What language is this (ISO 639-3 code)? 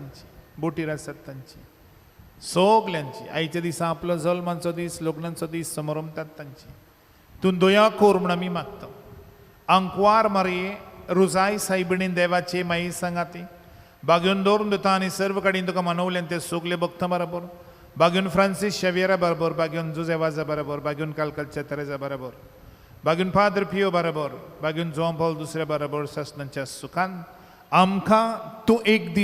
kok